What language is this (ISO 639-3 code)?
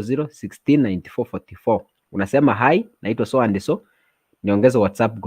guz